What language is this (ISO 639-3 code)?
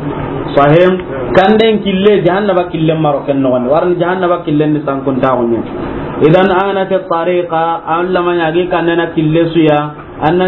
snk